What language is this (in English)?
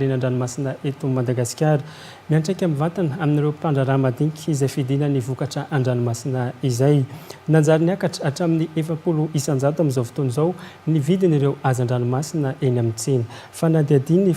Malagasy